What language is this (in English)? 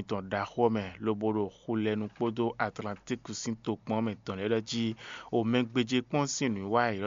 Fon